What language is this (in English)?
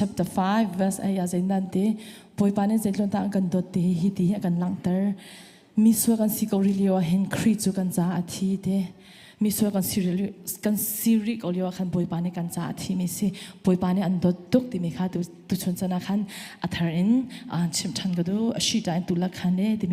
Hakha Chin